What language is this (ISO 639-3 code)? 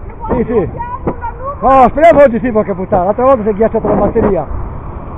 ita